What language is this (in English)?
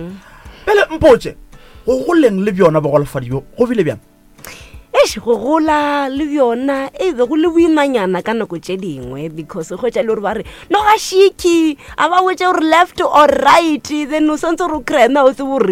Northern Sotho